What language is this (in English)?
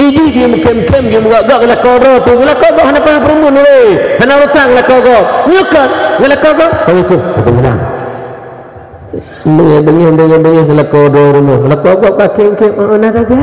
Achinese